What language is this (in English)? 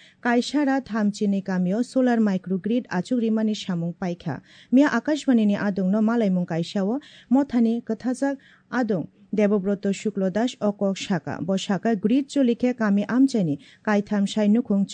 Kok Borok